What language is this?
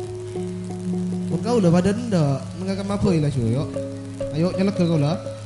Madurese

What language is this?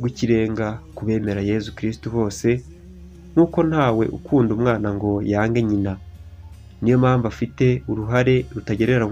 Kinyarwanda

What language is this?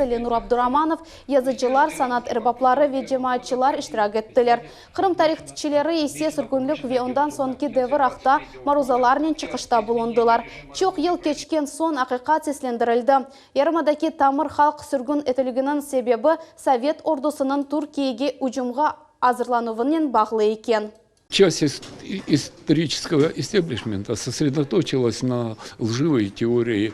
Crimean Tatar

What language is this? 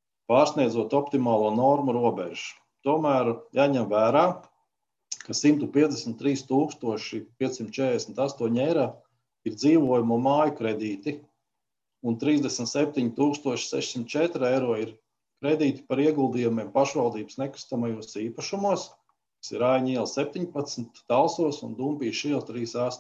Latvian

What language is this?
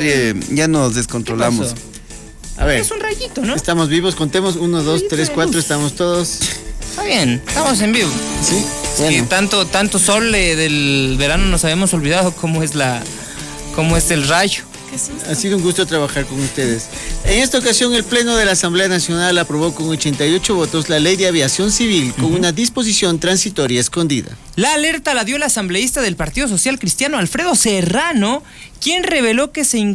Spanish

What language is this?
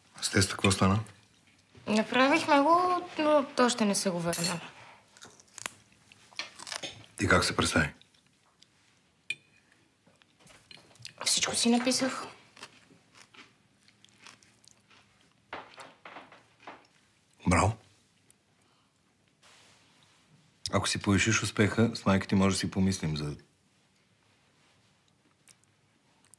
Bulgarian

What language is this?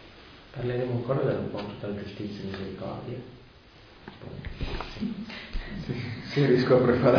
Italian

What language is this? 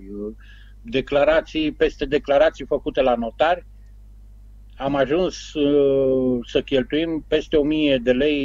Romanian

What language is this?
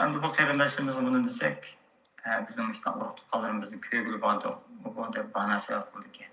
Uyghur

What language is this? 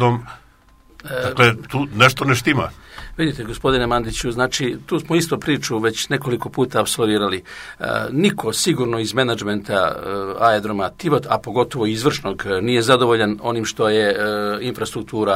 Serbian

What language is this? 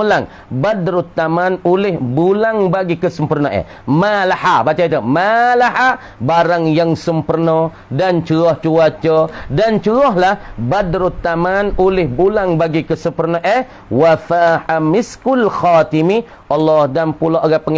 Malay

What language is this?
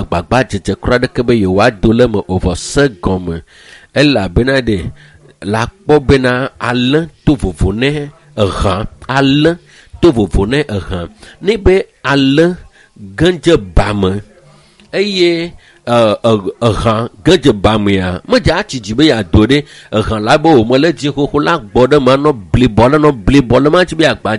Ewe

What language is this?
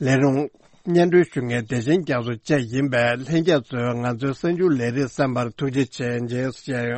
Tibetan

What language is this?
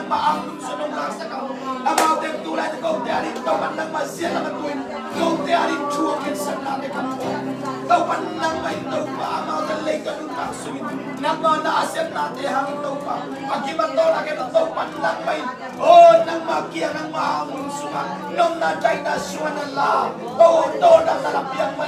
Tedim Chin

